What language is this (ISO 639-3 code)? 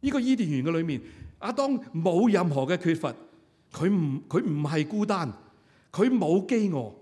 yue